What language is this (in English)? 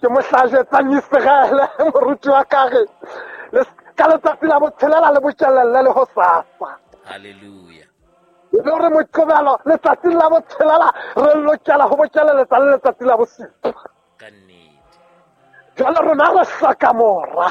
Southern Sotho